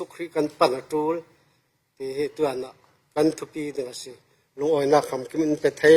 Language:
Falam Chin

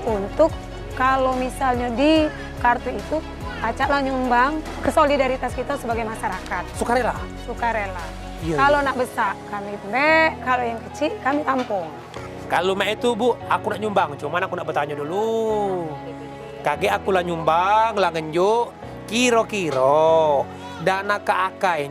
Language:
Musi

